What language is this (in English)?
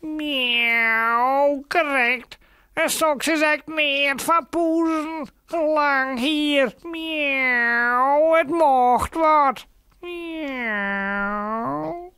Western Frisian